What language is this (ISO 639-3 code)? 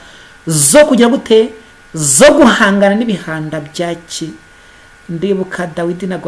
kin